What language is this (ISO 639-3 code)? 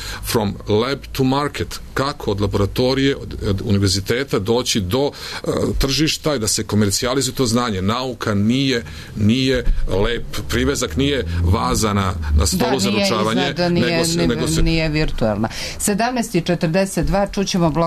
srp